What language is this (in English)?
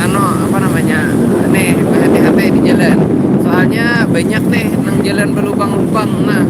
Banjar